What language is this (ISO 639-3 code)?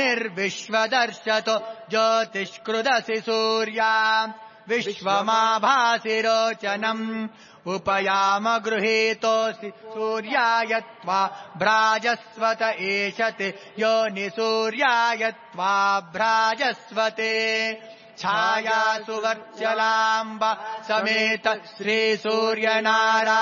san